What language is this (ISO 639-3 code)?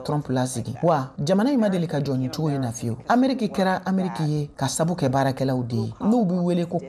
bam